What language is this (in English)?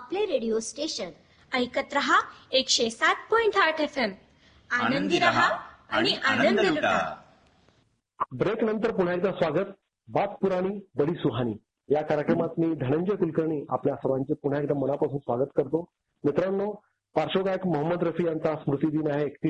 Marathi